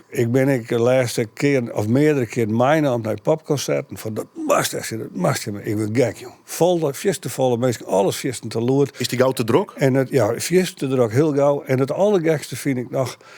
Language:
Western Frisian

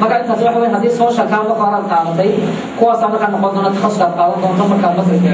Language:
Somali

